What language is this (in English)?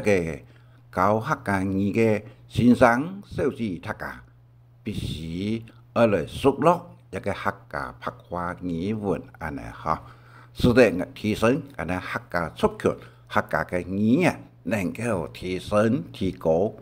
Hakka Chinese